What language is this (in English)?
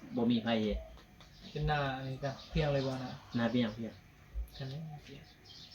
Northeastern Thai